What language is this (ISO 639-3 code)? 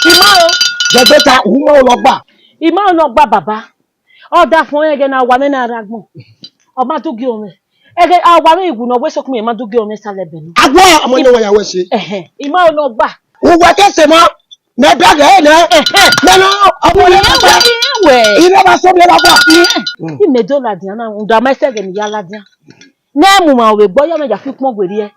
bin